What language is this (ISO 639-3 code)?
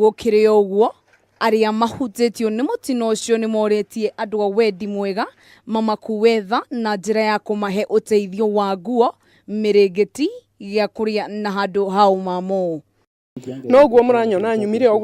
kik